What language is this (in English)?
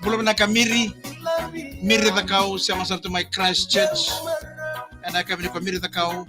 Fijian